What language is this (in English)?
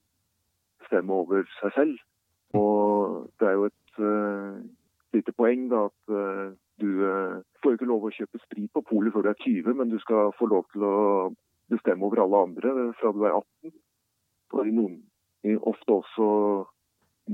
Norwegian